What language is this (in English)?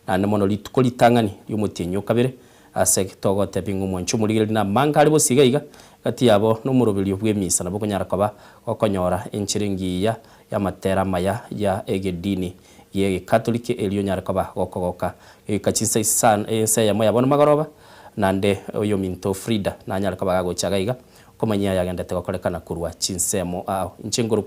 Gusii